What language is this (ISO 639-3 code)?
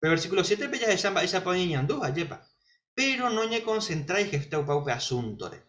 grn